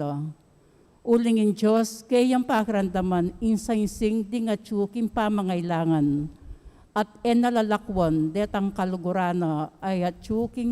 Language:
Pampanga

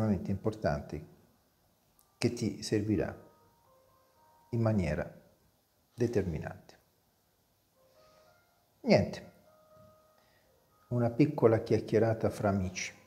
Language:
Italian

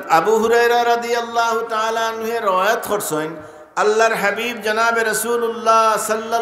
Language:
Sylheti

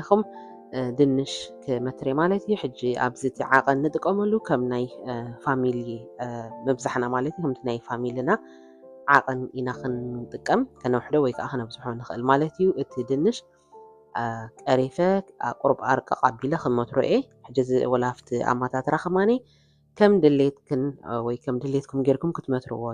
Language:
Tigrinya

